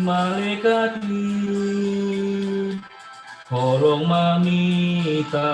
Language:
Batak Simalungun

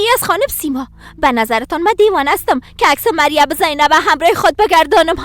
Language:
Persian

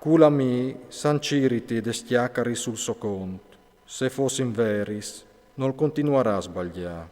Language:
Friulian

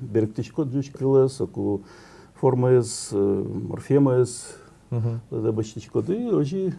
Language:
Udmurt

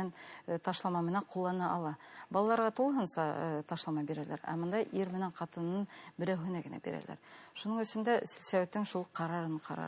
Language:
Bashkir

